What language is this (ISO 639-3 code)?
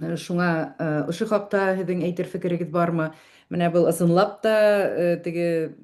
bak